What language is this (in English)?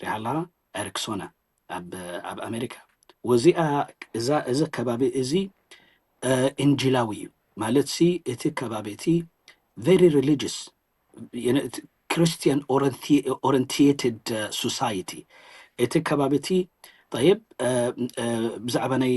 Tigrinya